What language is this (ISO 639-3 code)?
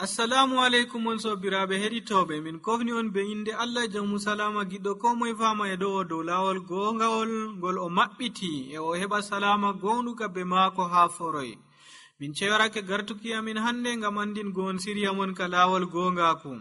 fuv